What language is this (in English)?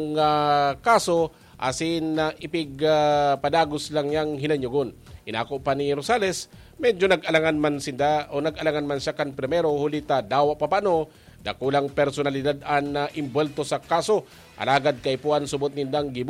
Bikol